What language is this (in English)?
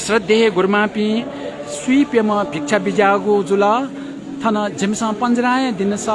Newari